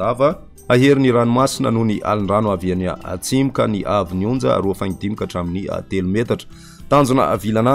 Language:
Malagasy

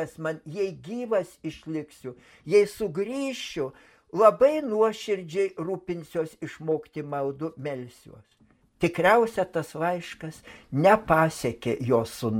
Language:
Lithuanian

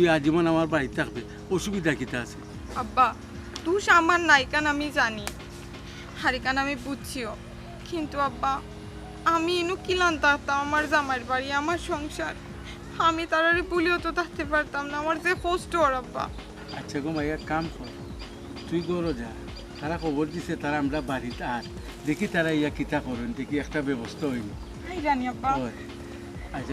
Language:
Sylheti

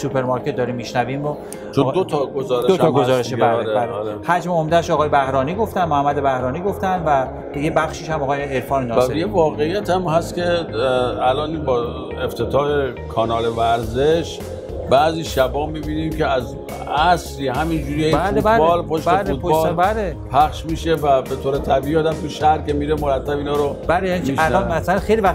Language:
Persian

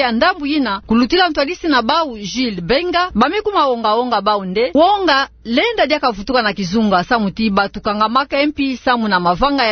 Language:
Kituba (Democratic Republic of Congo)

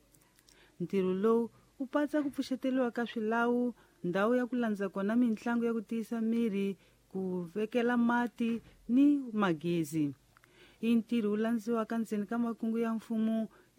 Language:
Tsonga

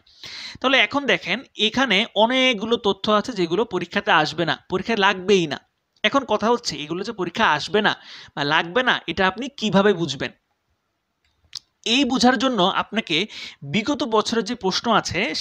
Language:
Bangla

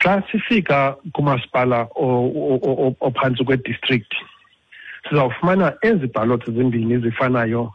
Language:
Xhosa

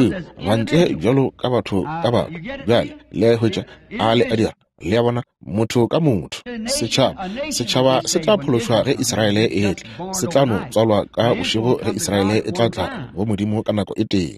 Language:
Northern Sotho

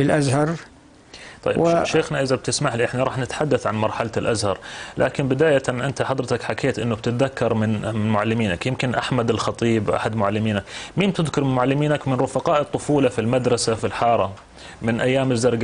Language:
North Levantine Arabic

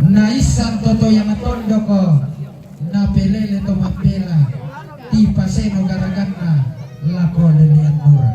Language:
Toraja-Sa'dan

